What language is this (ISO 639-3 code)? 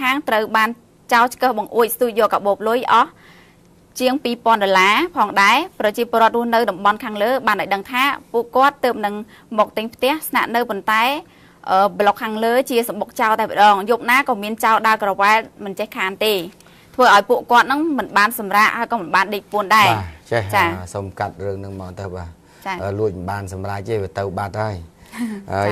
khm